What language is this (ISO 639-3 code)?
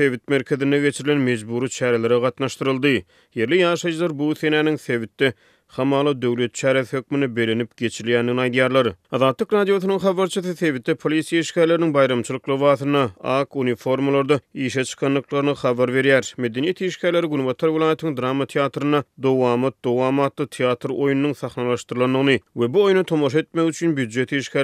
tuk